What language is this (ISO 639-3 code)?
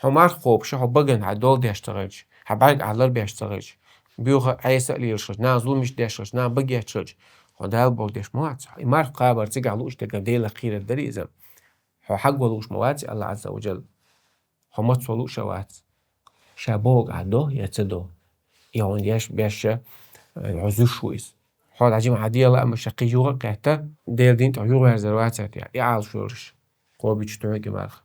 che